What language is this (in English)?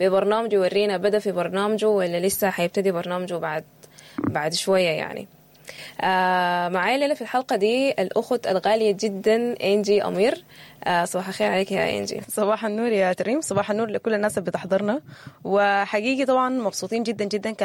Sudanese Arabic